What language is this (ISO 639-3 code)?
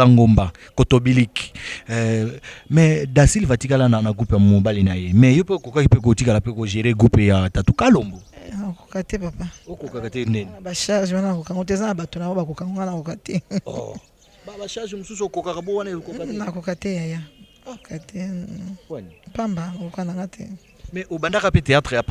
lin